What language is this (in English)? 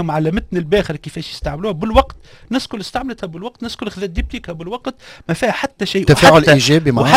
Tunisian Arabic